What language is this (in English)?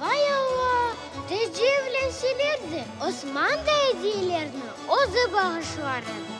Crimean Tatar